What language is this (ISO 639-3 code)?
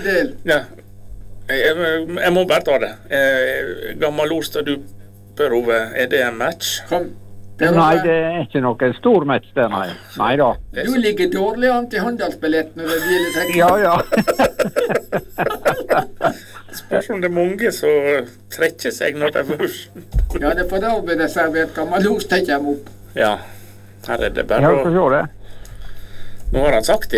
nor